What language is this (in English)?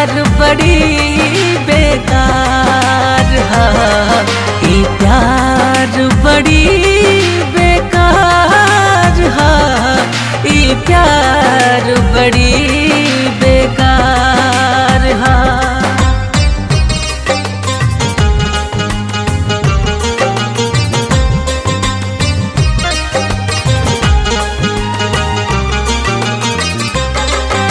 Bhojpuri